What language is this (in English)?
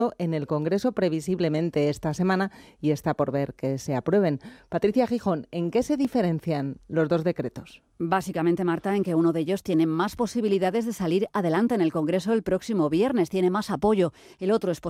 Spanish